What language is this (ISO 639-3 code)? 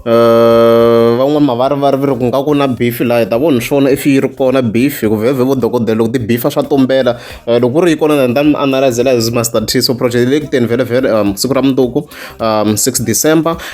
tso